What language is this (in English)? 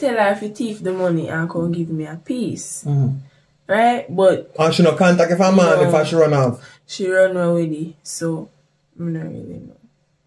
Jamaican Creole English